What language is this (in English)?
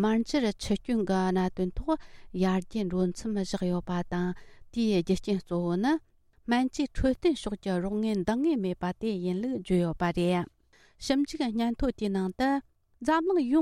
Tibetan